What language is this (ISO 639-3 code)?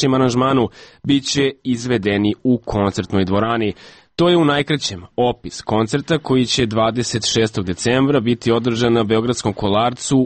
srp